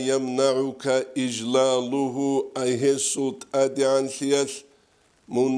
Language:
Avaric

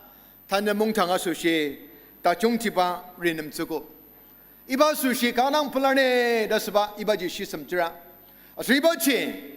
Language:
Ao Naga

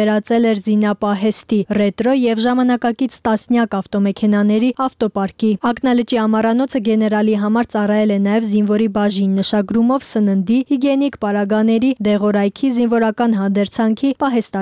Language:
Armenian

